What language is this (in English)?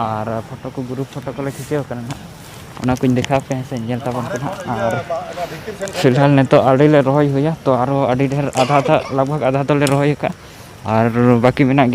Santali